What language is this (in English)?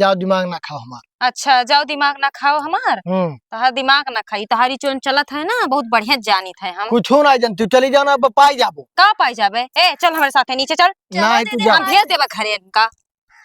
Awadhi